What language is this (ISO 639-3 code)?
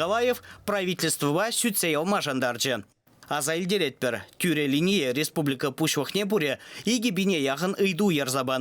chv